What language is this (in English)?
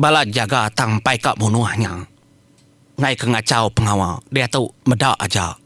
Iban